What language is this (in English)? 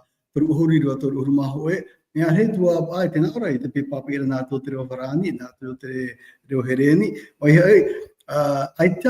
Tahitian